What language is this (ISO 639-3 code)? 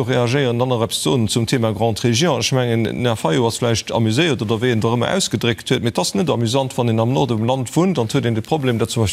ltz